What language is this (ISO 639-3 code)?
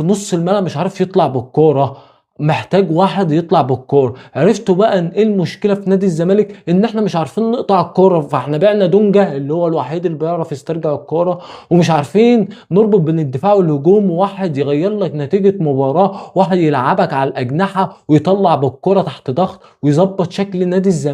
arz